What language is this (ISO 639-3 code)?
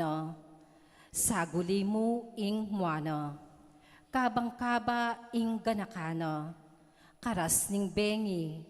pam